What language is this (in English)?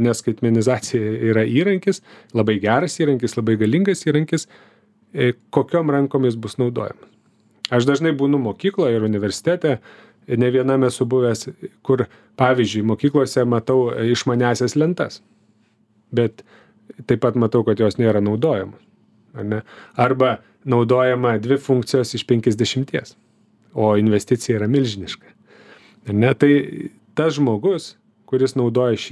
Lithuanian